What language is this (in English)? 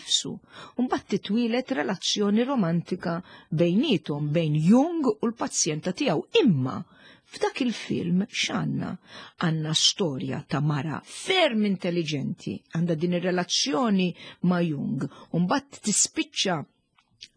Maltese